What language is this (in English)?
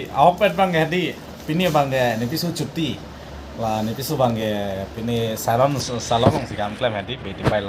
Karbi